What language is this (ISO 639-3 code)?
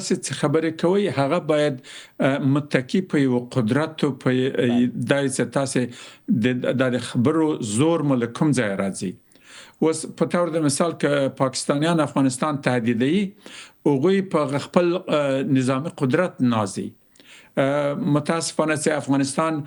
pus